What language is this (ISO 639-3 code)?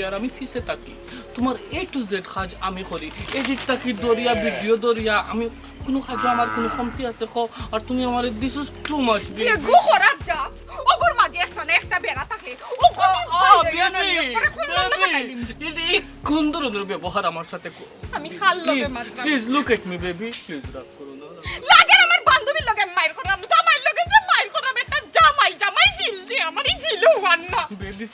syl